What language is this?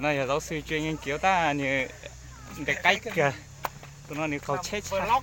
Hmong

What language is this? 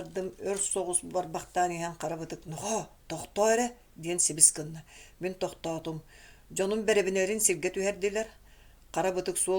Yakut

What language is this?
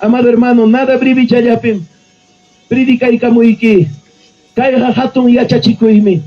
Ayacucho Quechua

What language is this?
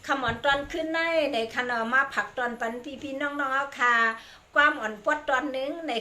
Shan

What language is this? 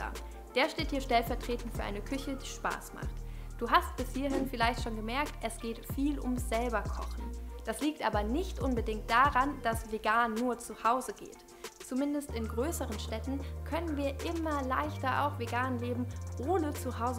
German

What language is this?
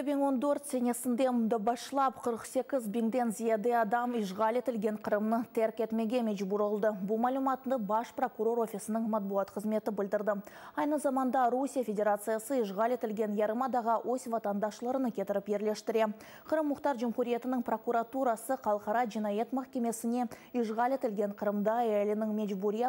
Crimean Tatar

